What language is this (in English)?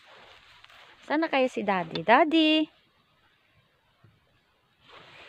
Filipino